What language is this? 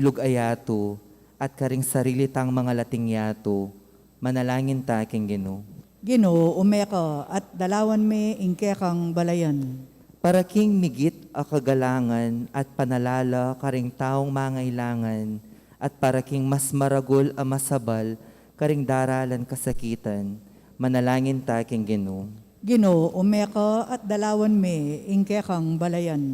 Pampanga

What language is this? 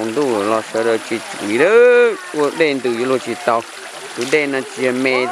Hmong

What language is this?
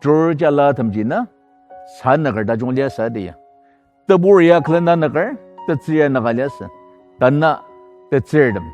Ao Naga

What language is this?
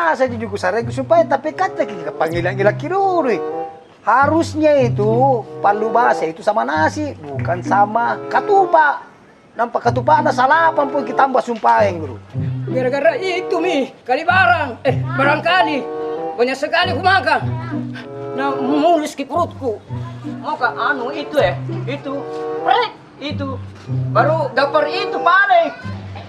Makassar Malay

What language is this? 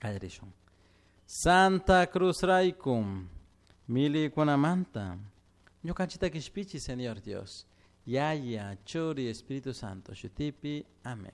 Chimborazo Highland Quichua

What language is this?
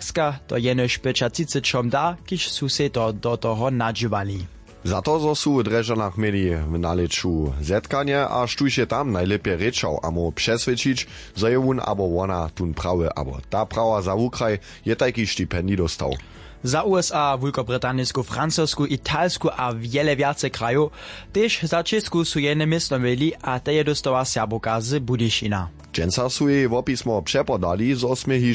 Upper Sorbian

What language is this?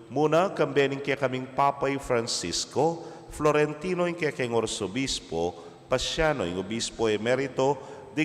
Pampanga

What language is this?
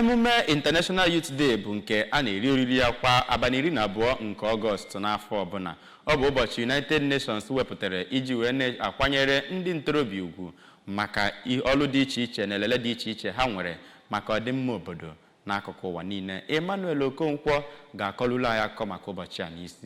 Igbo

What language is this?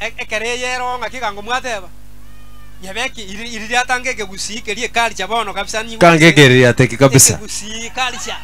Gusii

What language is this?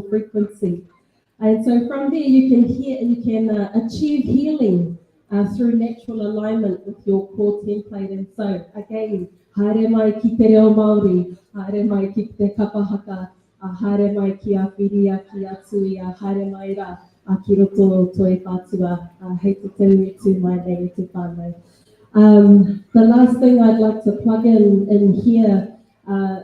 Māori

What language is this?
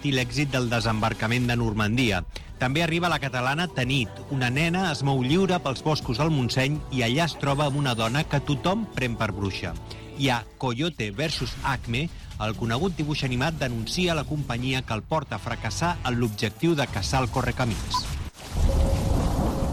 Catalan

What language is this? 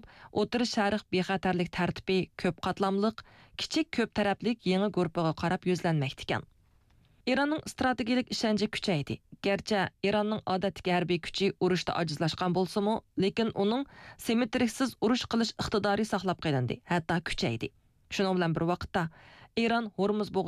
Uyghur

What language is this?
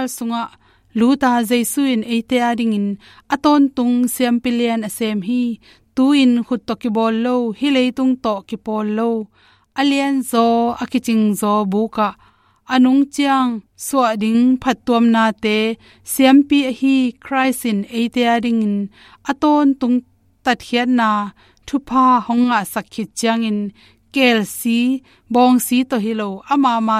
Tedim Chin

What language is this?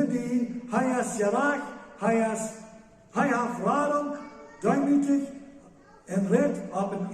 Plautdietsch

